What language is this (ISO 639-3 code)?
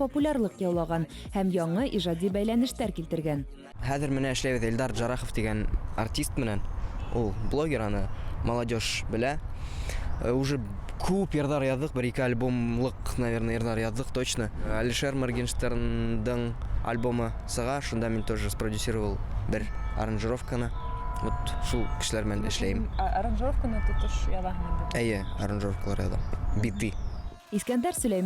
bak